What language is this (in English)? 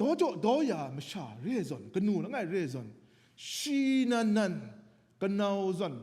Kachin